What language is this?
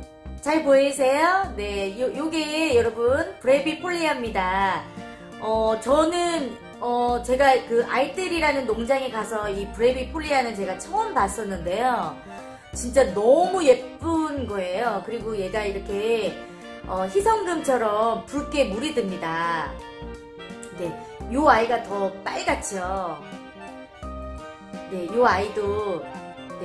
Korean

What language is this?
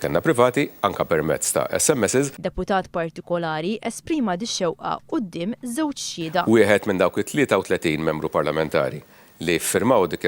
Maltese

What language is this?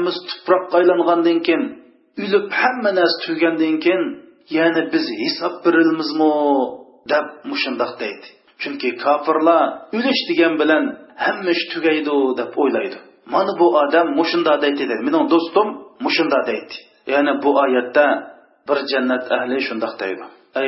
Uyghur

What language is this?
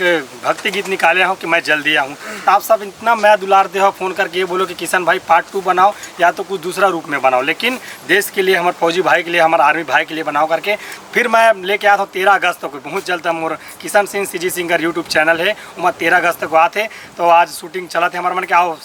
Chhattisgarhi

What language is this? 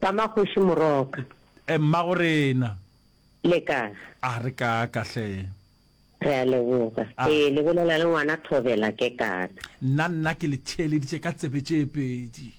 Northern Sotho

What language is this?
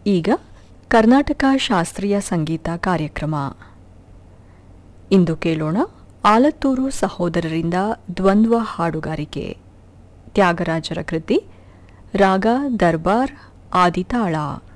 Kannada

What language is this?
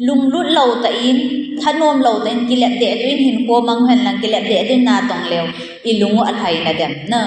Thado Chin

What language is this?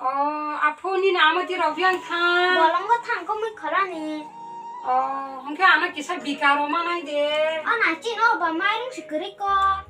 Kok Borok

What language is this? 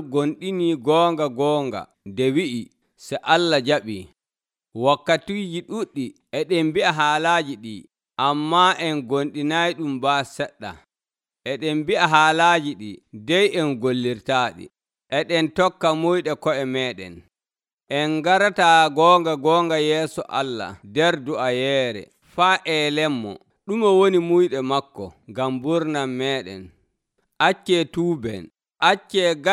Nigerian Fulfulde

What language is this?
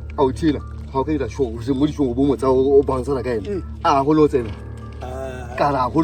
Tswana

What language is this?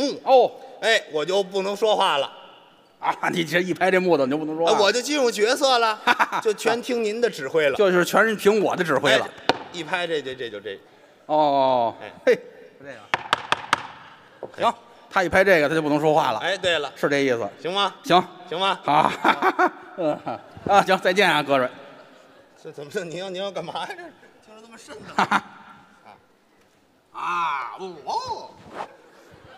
Chinese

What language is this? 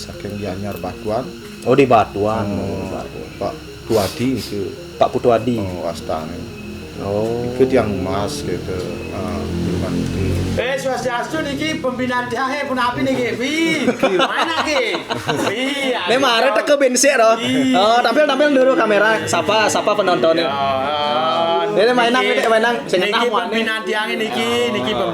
Balinese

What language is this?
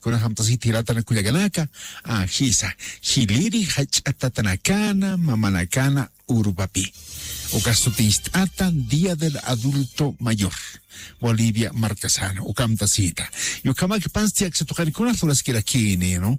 Aymara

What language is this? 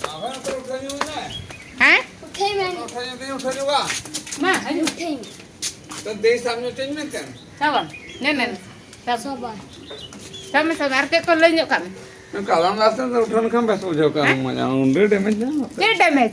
Santali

